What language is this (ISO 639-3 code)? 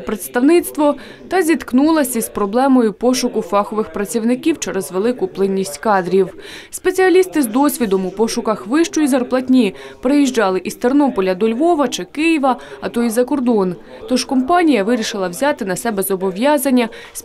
ukr